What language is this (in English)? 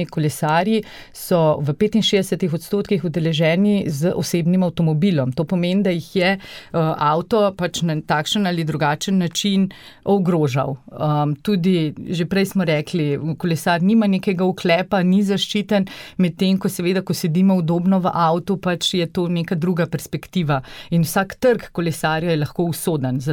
Slovenian